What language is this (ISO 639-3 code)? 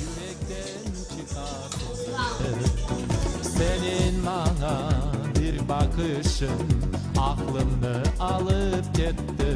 crh